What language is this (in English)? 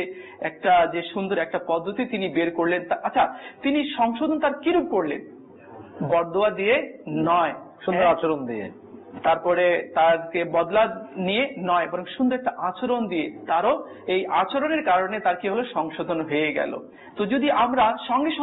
Bangla